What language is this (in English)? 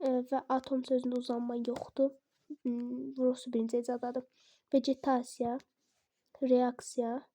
Azerbaijani